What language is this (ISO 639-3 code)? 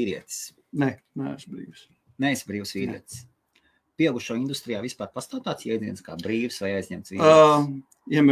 lav